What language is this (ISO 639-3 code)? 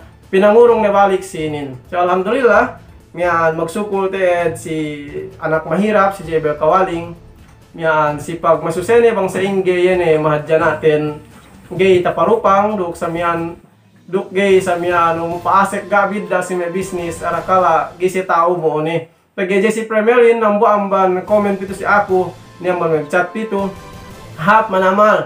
yka